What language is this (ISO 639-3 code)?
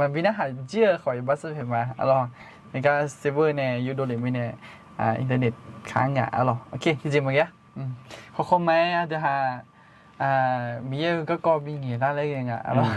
ahk